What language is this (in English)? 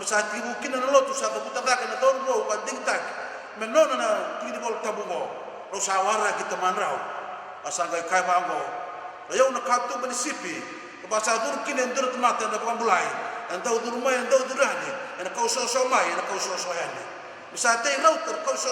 Fijian